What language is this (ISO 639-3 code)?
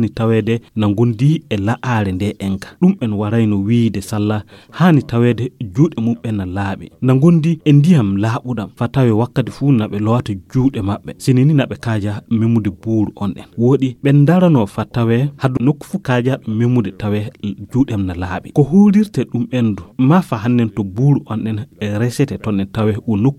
ful